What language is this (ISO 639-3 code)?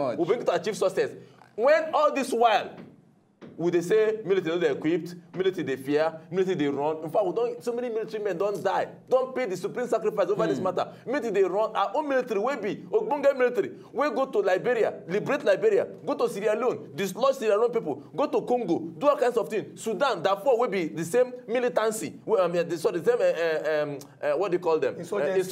pcm